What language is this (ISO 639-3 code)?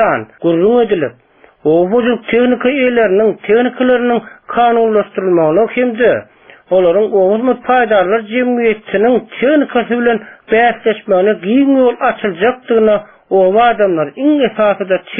tuk